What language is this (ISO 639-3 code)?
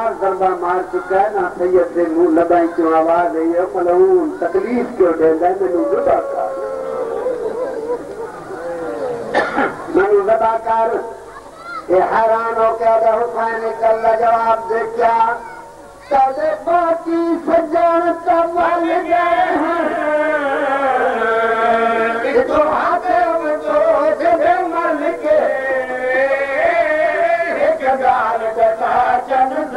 urd